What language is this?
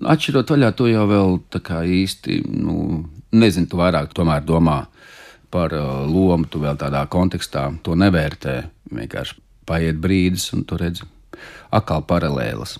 Latvian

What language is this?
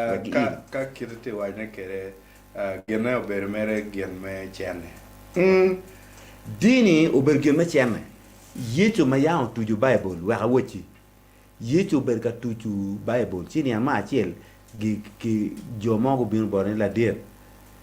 Acoli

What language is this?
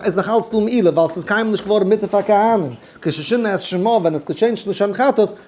Yiddish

